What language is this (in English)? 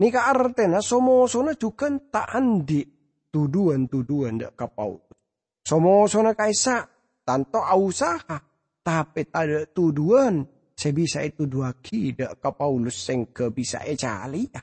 Madurese